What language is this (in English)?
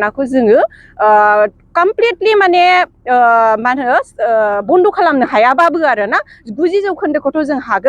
Bodo